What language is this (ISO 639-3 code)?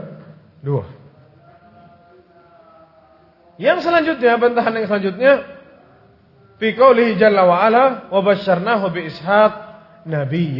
ind